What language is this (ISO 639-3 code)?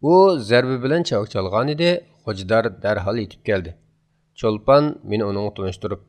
uig